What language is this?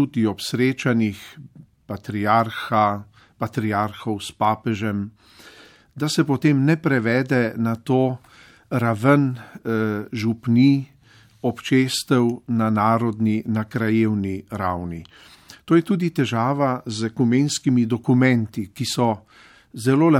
Slovenian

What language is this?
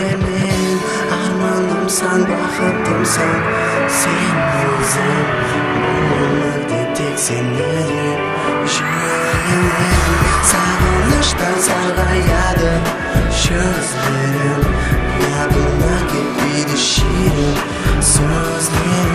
Kara-Kalpak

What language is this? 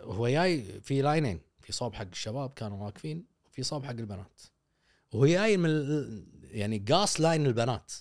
Gulf Arabic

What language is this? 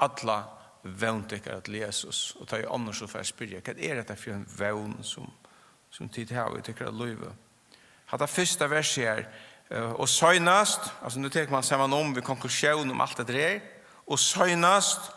Faroese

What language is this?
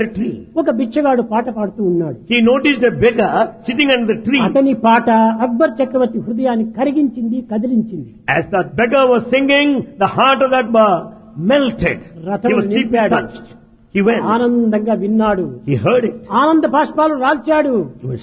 Telugu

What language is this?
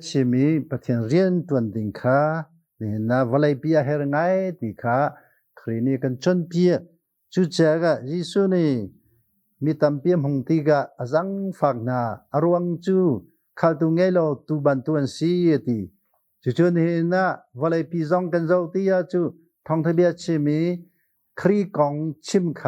Hakha Chin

